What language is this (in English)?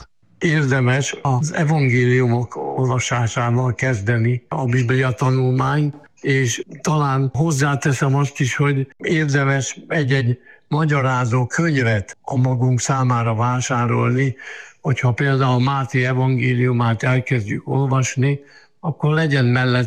Hungarian